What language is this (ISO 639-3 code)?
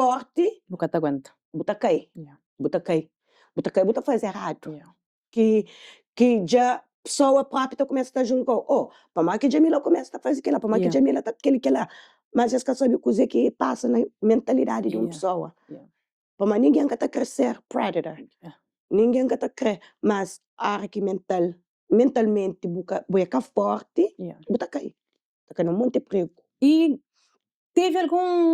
kea